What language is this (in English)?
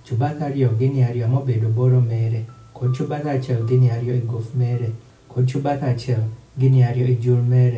Adhola